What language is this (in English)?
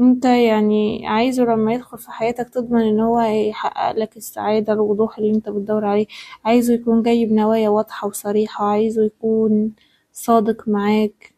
Egyptian Arabic